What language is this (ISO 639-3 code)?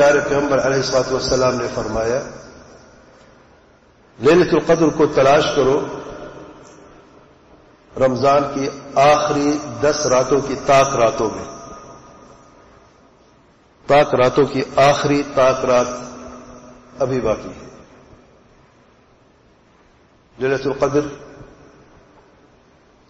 urd